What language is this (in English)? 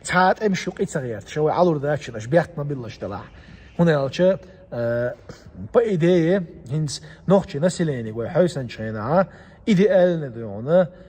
Chechen